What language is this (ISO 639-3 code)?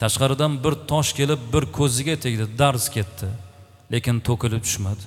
uzb